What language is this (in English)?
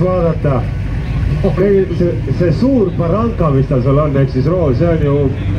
Estonian